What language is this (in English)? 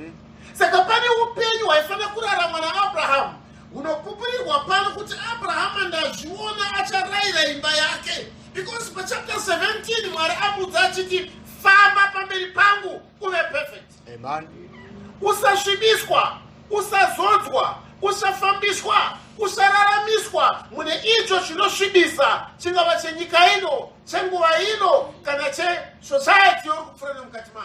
Shona